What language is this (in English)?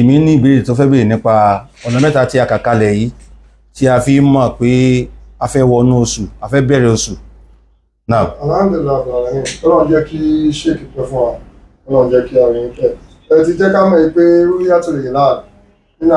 Yoruba